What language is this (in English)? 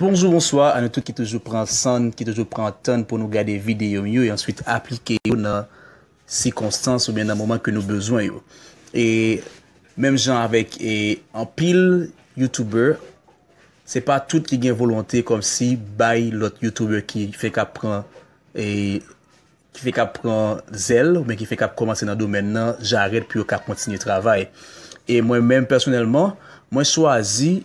Haitian Creole